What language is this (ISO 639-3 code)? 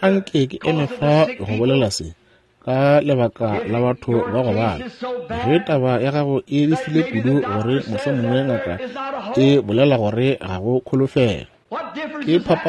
nso